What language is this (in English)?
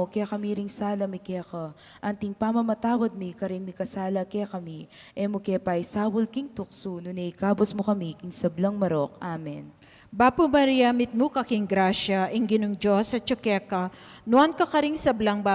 Pampanga